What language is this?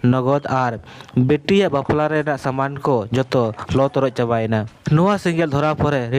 Santali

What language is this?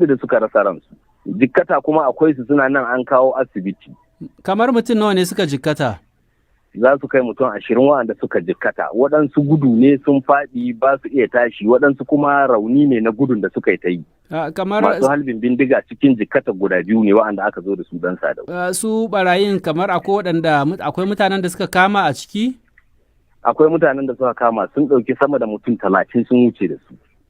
Hausa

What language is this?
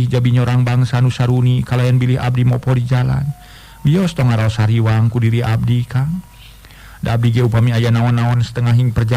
Sundanese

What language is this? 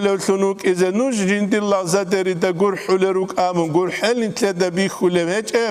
Avaric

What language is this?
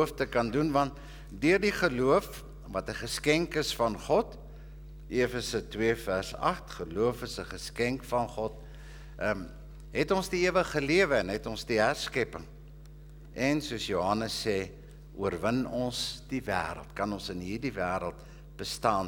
Afrikaans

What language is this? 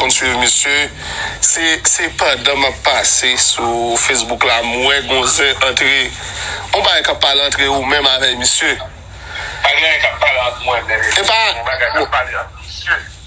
Haitian Creole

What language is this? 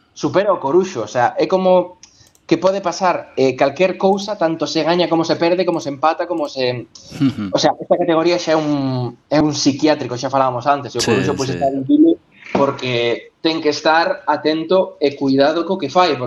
Galician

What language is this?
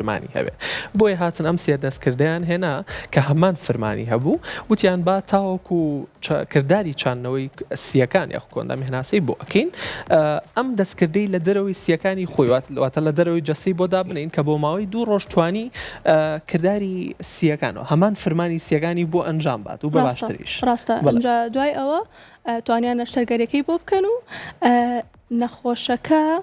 Central Kurdish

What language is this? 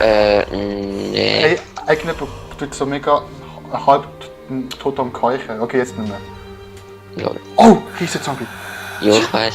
Swiss German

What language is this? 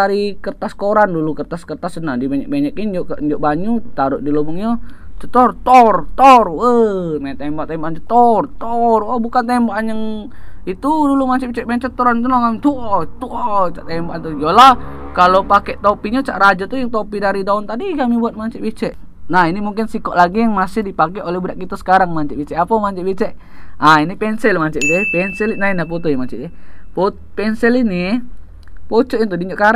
Musi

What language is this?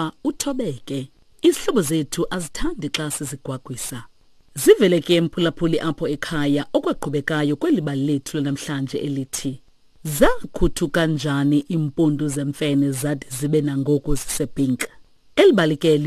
Xhosa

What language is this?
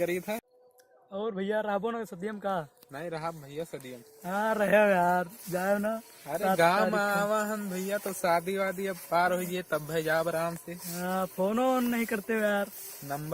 Awadhi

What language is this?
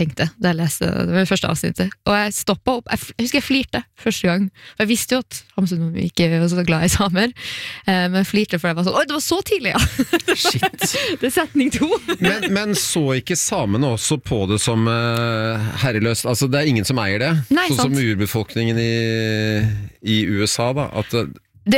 Norwegian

